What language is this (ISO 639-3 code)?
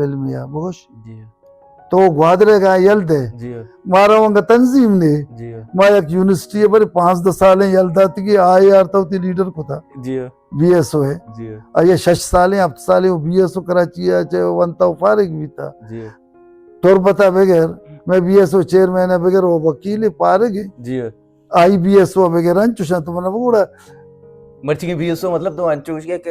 bal